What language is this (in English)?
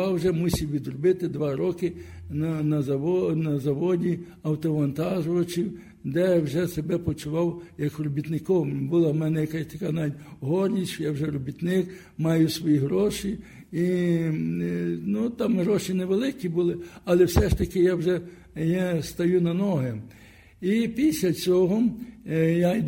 Ukrainian